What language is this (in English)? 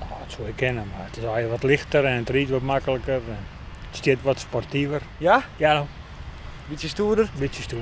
Western Frisian